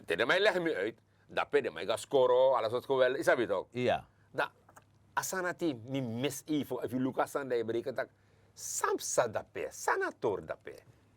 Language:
Sranan Tongo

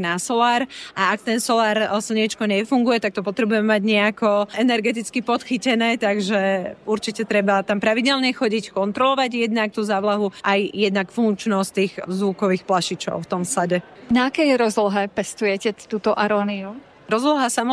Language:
Slovak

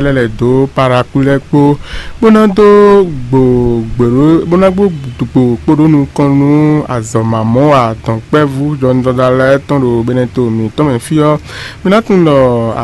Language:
Fon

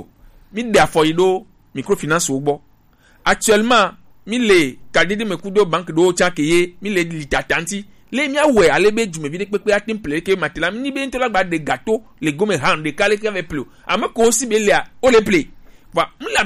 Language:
Gen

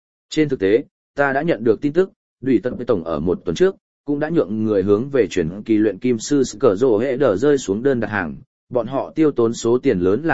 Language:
Vietnamese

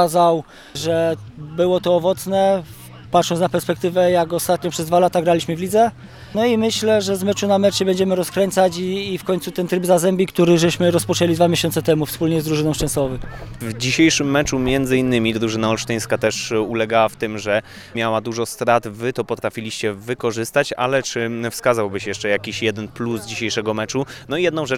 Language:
Polish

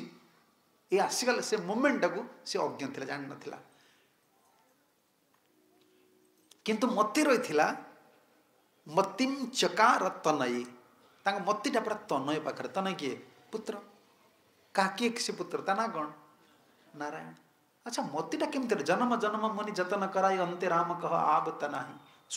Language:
Odia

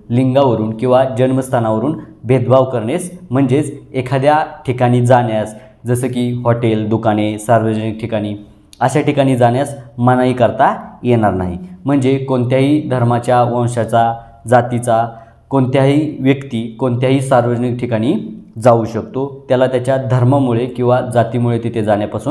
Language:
Marathi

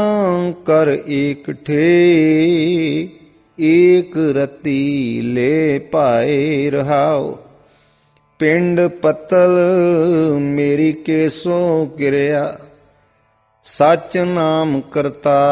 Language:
Punjabi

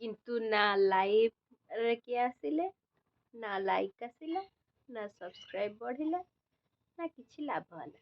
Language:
Odia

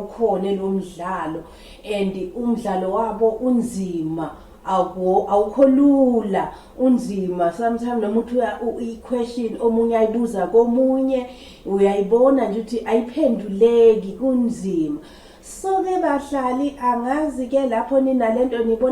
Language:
Zulu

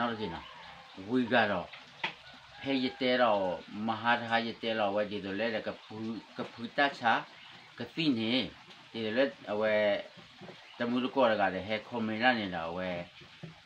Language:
S'gaw Karen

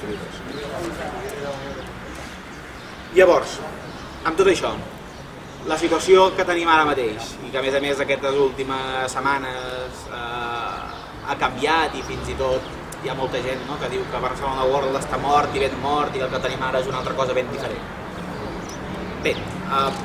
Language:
Catalan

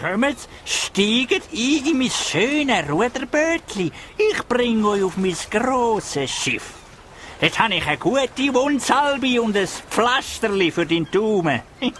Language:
Swiss German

